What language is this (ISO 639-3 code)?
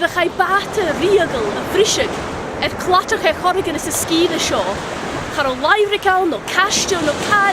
gla